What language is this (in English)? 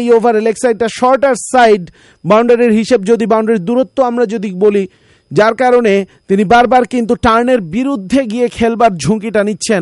Bangla